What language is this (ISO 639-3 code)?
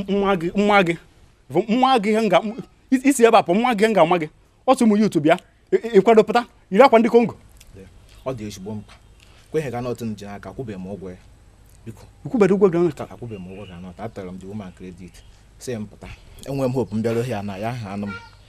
ibo